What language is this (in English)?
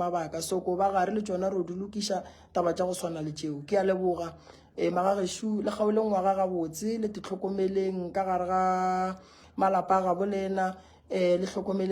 Northern Sotho